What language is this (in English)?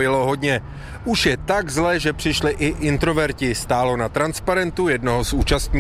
Czech